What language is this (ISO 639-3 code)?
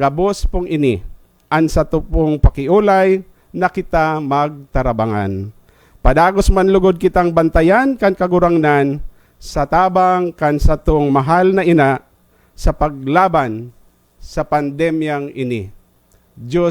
bik